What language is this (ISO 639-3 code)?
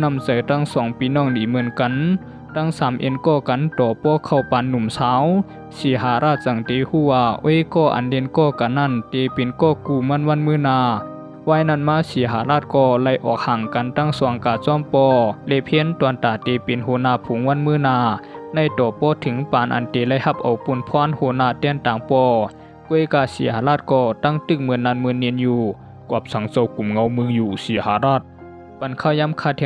shn